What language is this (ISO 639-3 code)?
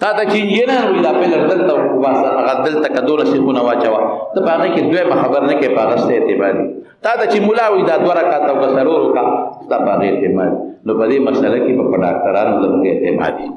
pus